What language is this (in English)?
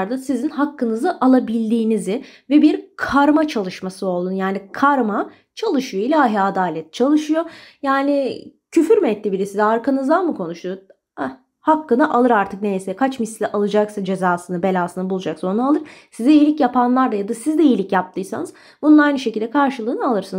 Turkish